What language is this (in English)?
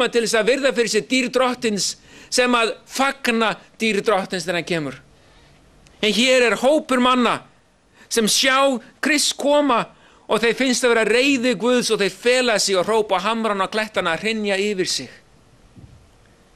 Icelandic